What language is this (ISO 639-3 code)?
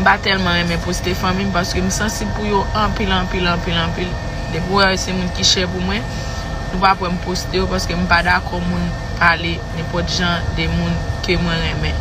hat